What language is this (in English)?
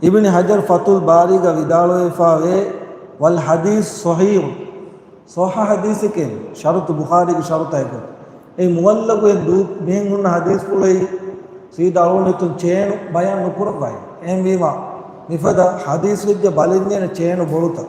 Divehi